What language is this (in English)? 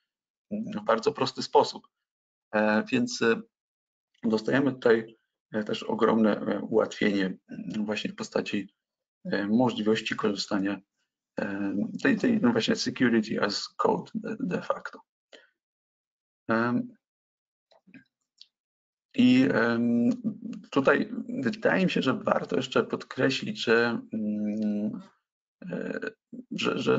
Polish